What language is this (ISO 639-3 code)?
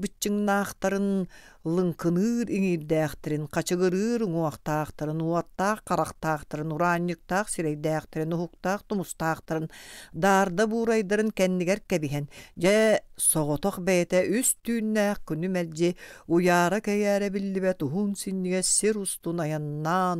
sah